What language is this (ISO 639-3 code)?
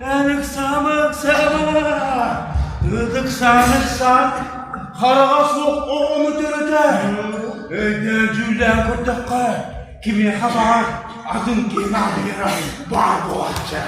sah